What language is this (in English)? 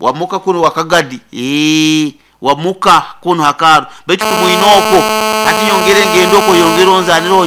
Nyoro